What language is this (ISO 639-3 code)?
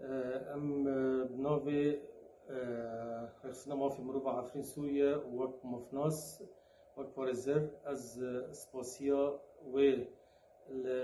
kur